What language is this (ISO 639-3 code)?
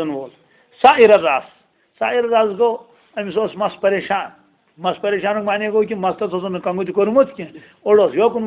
kas